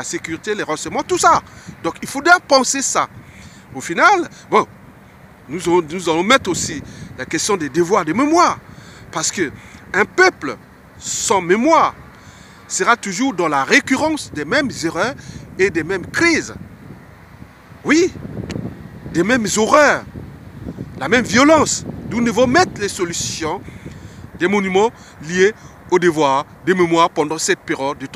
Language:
French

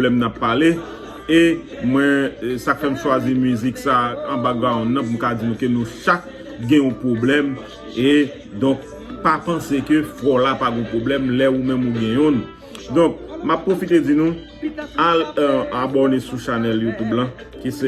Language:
Haitian Creole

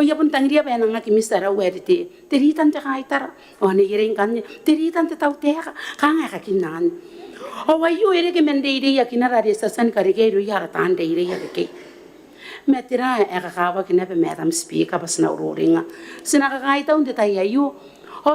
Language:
Gilbertese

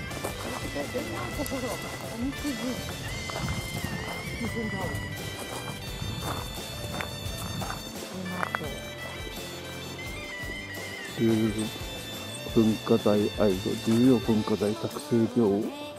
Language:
Japanese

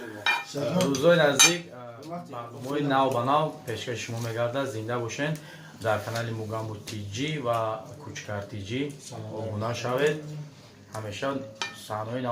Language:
Tajik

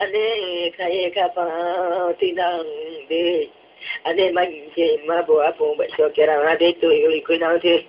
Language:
Riang (India)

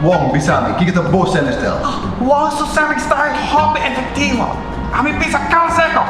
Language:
Papiamento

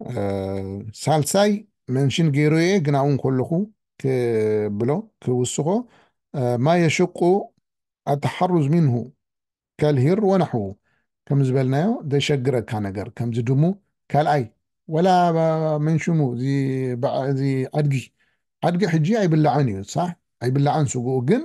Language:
Tigrinya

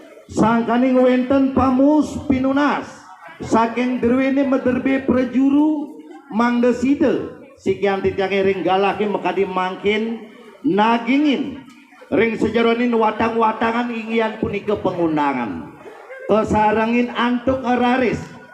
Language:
Balinese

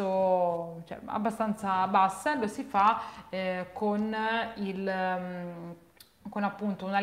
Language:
Italian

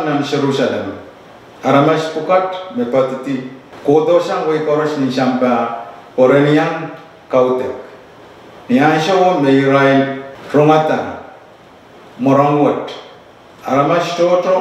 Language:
Pohnpeian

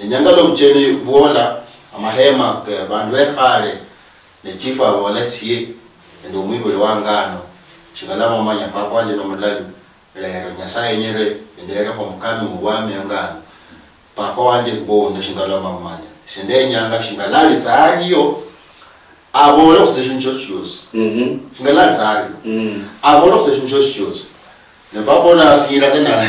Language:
Luyia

